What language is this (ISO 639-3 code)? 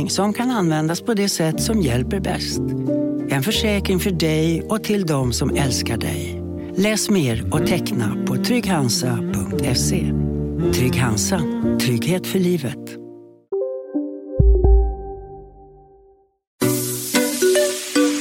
swe